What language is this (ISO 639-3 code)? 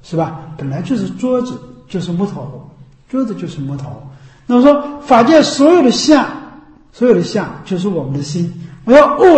zho